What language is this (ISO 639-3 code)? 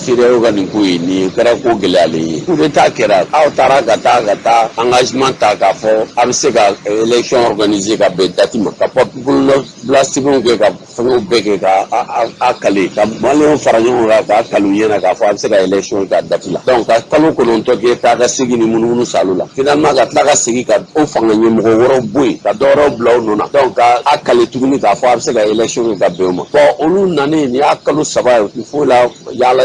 bam